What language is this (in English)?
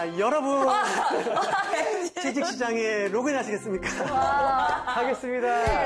Korean